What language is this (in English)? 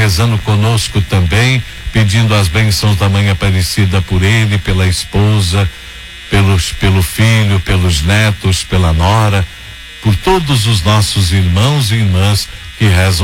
Portuguese